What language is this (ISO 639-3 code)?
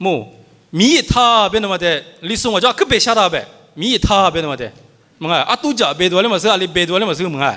lis